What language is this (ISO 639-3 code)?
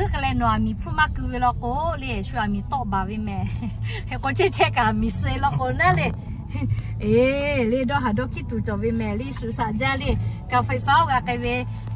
lhu